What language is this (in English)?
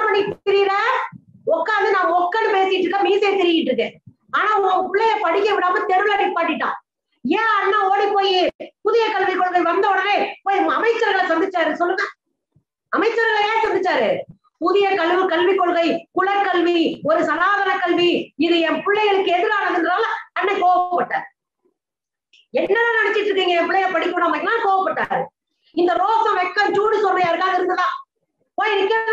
Tamil